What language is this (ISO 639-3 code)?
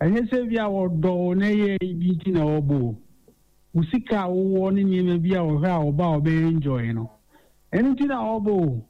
aka